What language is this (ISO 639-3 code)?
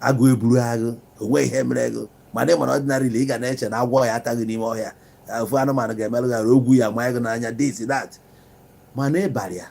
ibo